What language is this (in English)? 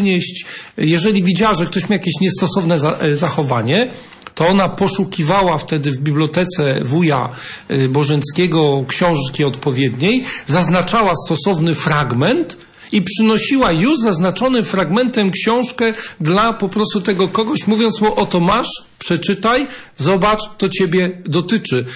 Polish